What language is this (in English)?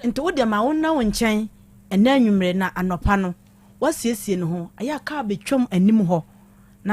Akan